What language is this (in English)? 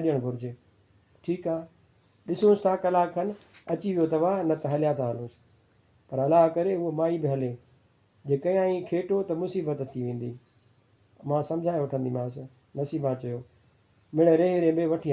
Sindhi